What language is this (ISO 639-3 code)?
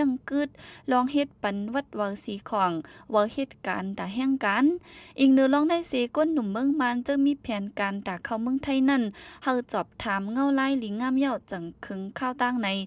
shn